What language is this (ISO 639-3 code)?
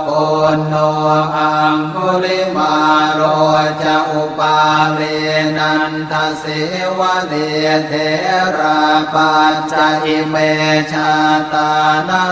pli